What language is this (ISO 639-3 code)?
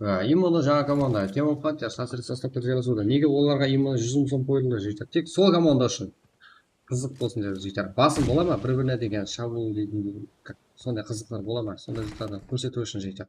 kaa